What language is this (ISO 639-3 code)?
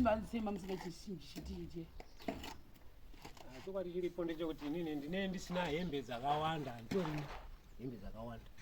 sna